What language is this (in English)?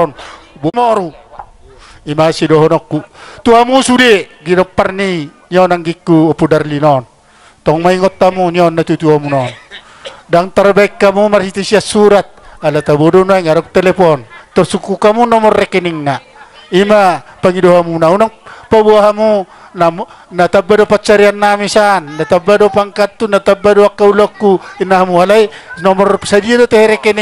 Batak Toba